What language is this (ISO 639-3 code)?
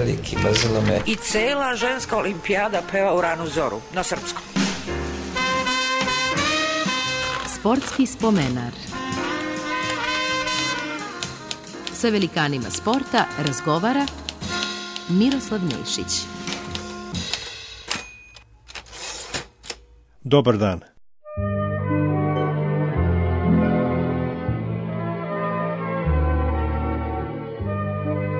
srp